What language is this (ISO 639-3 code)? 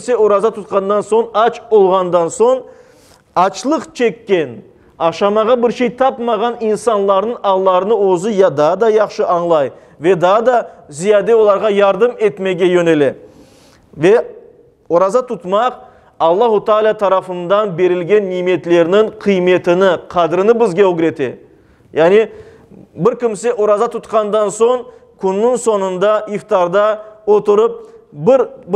crh